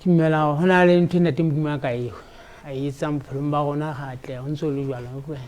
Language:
Southern Sotho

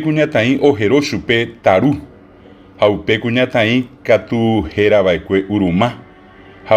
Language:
Guarani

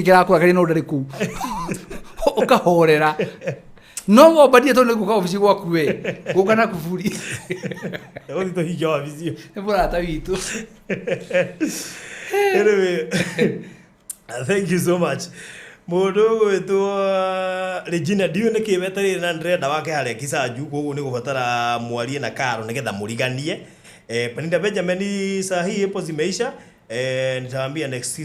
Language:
Kikuyu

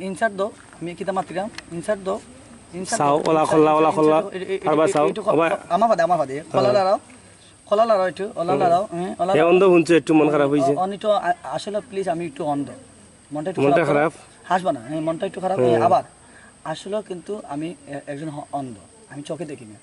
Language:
Sylheti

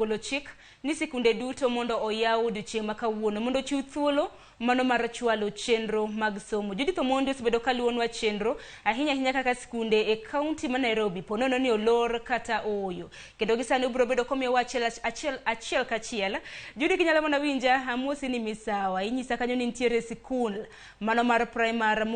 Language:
Luo (Kenya and Tanzania)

